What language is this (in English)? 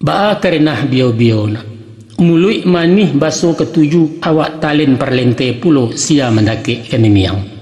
Minangkabau